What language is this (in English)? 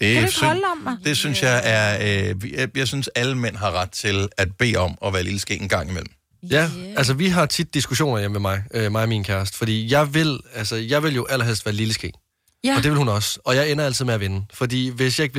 Danish